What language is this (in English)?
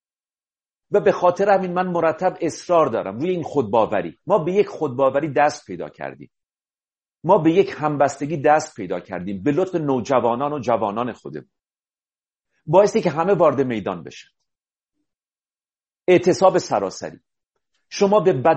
Persian